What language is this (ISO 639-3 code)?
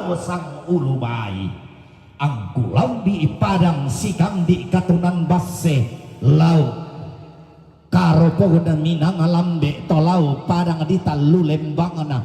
sda